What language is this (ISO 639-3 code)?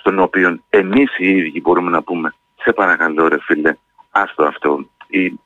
ell